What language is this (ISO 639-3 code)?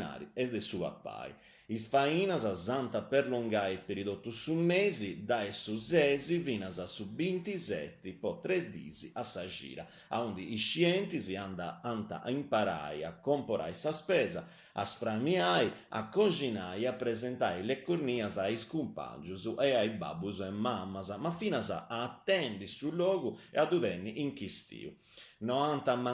srd